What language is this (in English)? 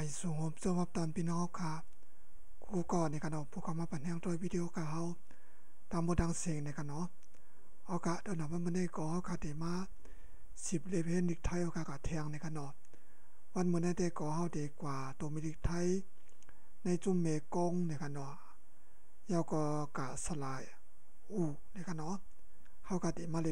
Shan